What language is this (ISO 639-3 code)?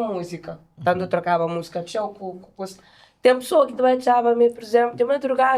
kea